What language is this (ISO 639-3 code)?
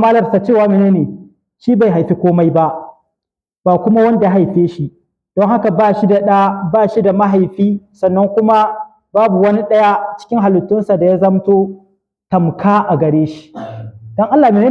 hau